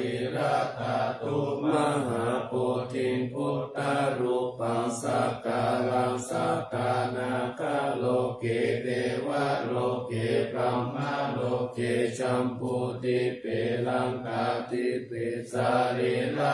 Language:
Pali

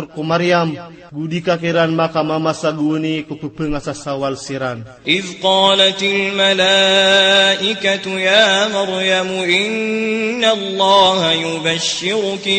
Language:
Maranao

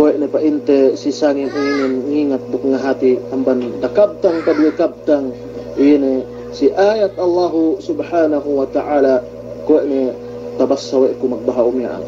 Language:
Yakan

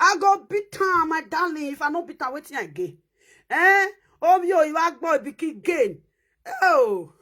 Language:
Nigerian Pidgin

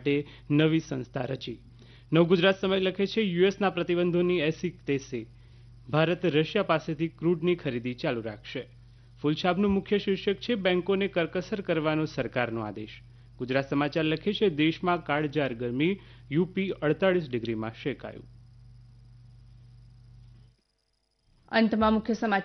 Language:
Gujarati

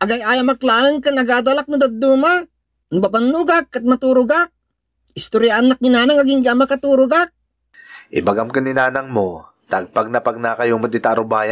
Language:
Iloko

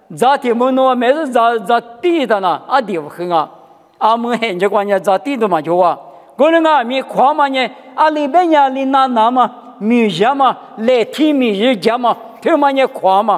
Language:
Lisu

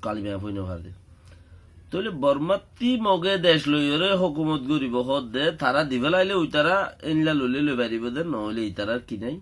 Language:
Rohingya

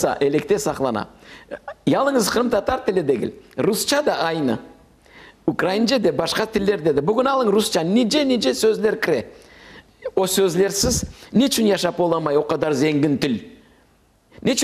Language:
Crimean Tatar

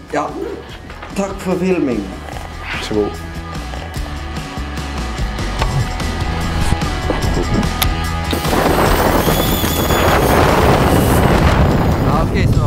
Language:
Norwegian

